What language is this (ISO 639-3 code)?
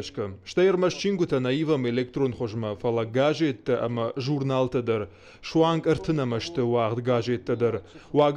oss